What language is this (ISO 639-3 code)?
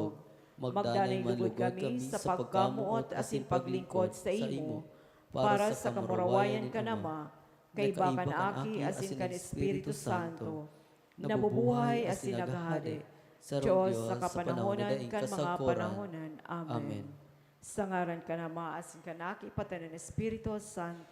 bik